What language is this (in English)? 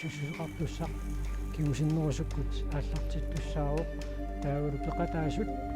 Kalaallisut